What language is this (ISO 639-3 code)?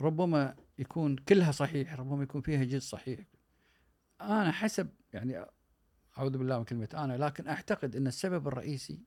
afb